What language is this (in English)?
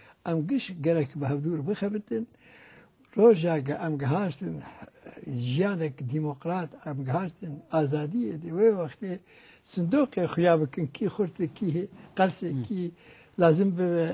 Kurdish